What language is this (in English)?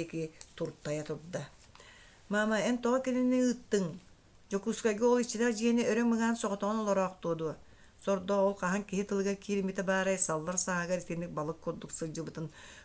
Yakut